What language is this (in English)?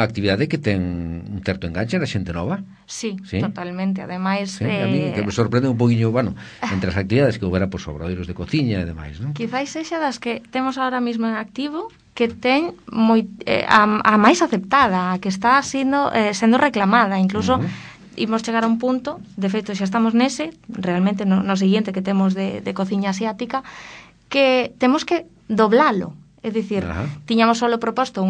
Galician